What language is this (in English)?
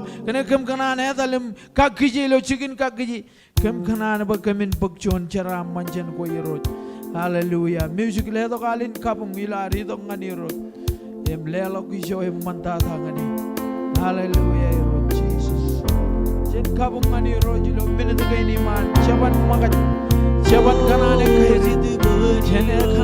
Marshallese